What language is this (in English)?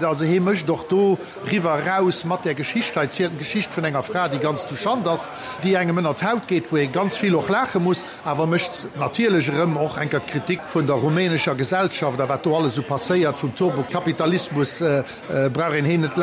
Luxembourgish